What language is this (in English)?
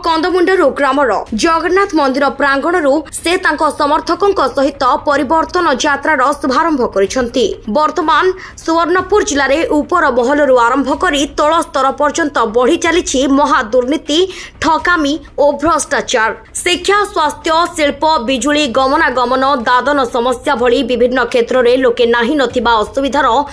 Odia